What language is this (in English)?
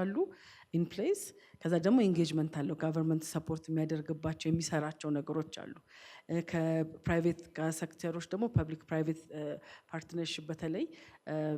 Amharic